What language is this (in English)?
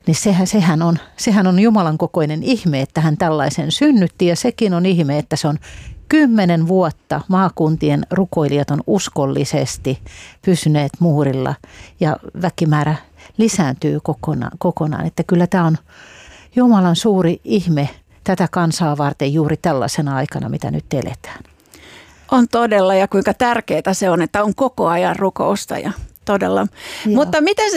Finnish